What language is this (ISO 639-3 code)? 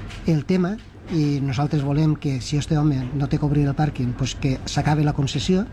cat